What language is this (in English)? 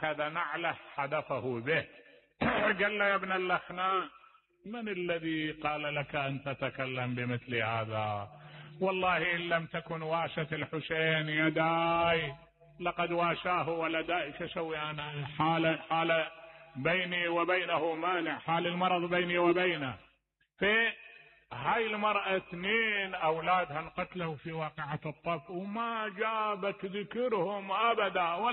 Mesopotamian Arabic